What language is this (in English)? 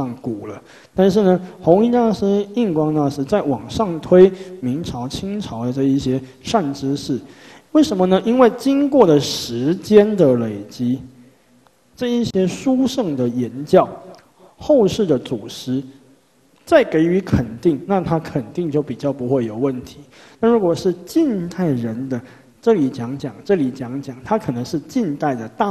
Chinese